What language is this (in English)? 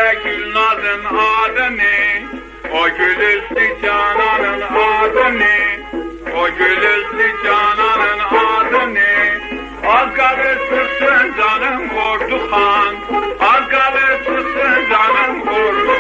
South Azerbaijani